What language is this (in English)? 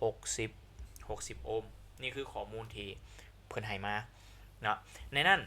Lao